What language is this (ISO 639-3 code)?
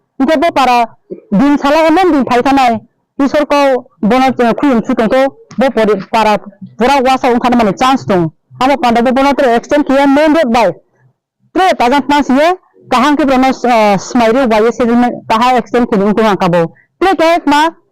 ria